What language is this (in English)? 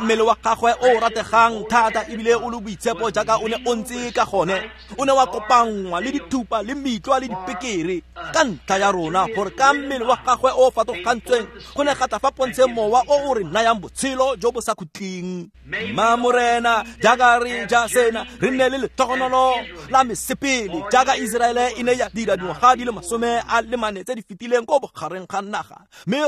Tswana